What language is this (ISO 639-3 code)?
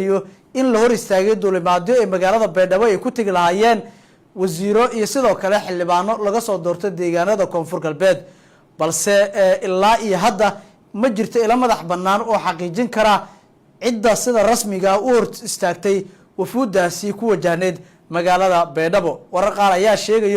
som